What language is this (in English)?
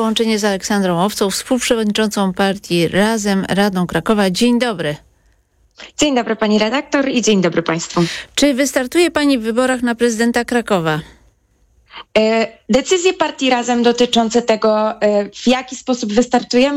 Polish